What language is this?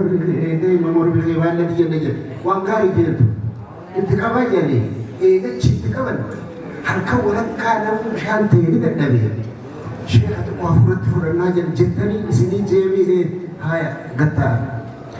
Oromo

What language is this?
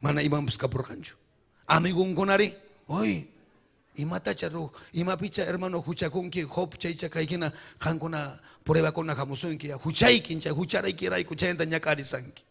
Ayacucho Quechua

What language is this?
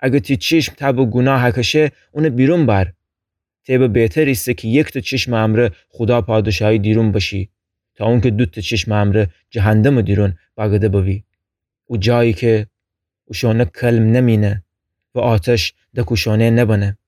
Gilaki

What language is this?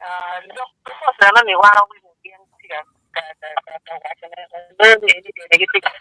Acoli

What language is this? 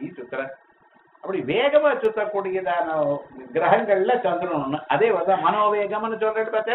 Tamil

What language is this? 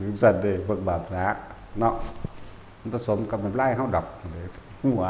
Northeastern Thai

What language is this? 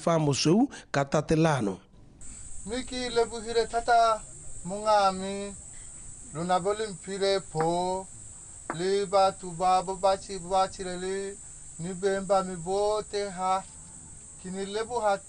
Tswana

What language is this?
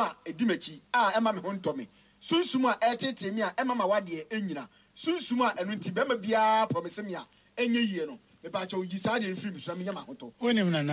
Akan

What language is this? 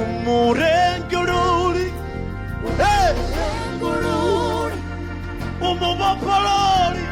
Venda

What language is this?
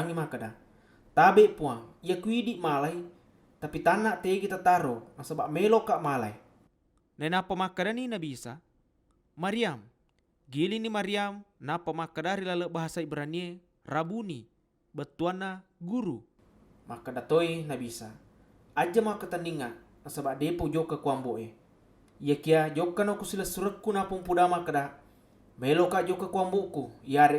Buginese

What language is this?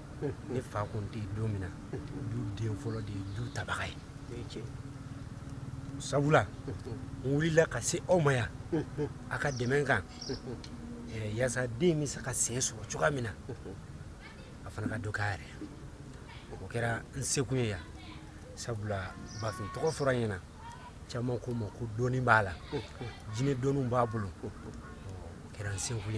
Bambara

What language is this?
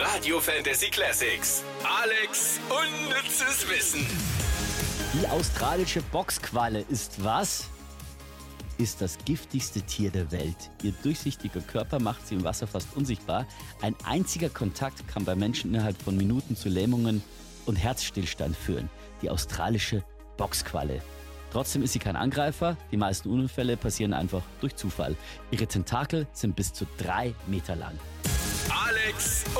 German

